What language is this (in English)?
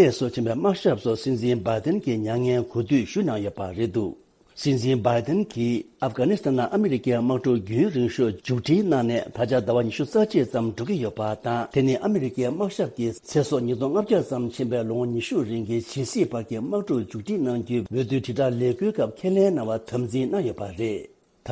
Tibetan